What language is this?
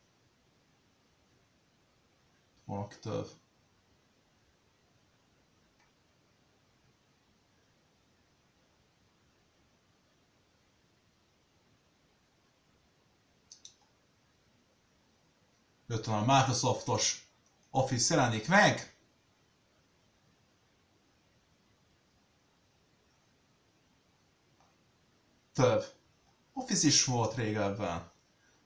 Hungarian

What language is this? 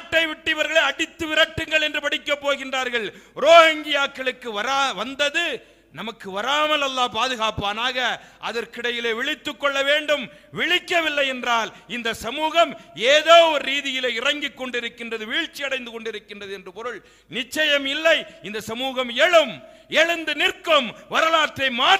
Tamil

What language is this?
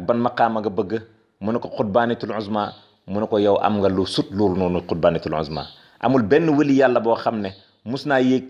Wolof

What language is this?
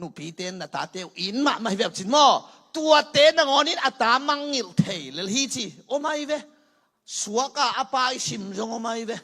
Tedim Chin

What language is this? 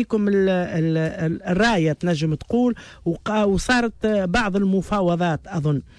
Tunisian Arabic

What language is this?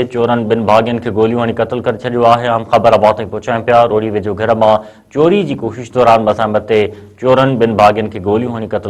Sindhi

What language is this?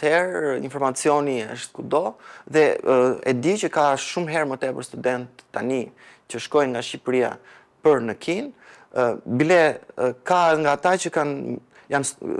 Albanian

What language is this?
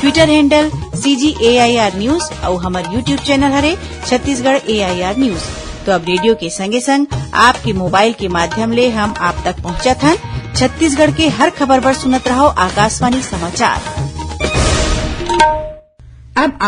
Chhattisgarhi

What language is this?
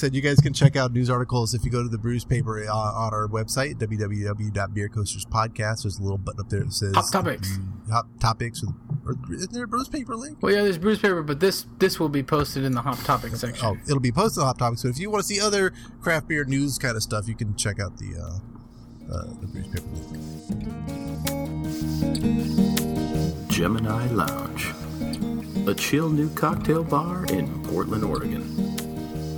English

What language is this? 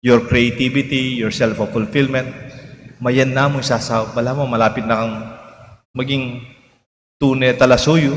Pampanga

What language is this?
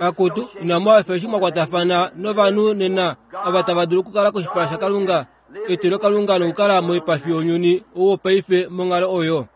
Kuanyama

